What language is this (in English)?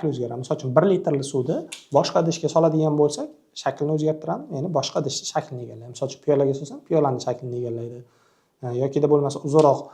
Uzbek